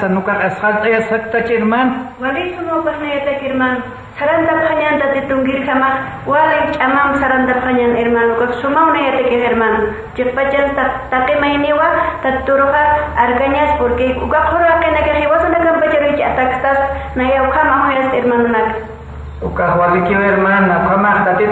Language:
Aymara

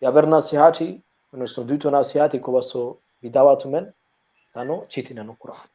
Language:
Balkan Romani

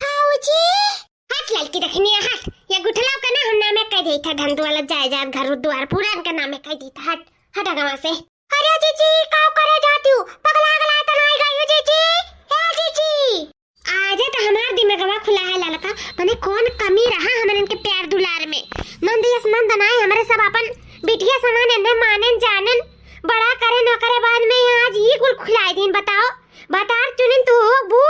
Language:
Awadhi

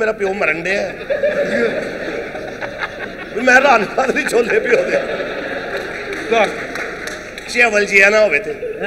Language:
Punjabi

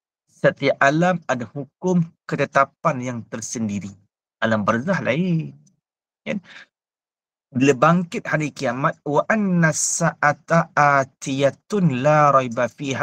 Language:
Malay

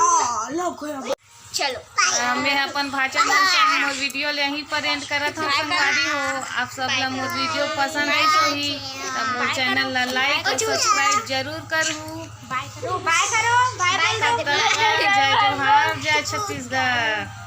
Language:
Chhattisgarhi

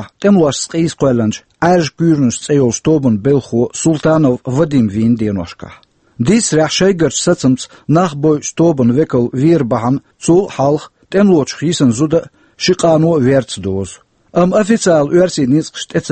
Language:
Chechen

